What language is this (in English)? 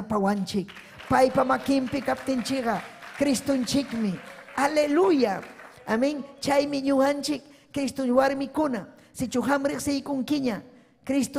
Ayacucho Quechua